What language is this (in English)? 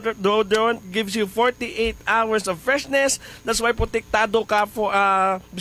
Hiligaynon